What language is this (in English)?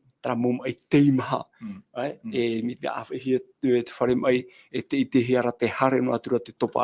Tahitian